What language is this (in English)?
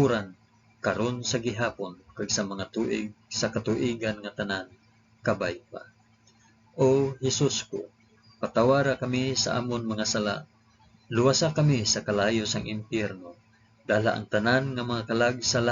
Hiligaynon